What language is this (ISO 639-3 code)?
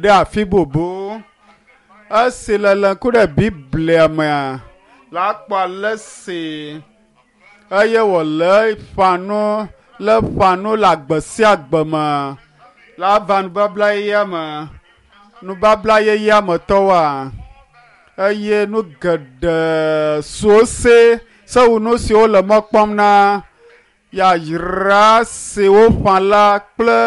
ewe